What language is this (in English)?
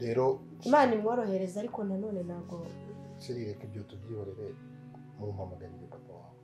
Kinyarwanda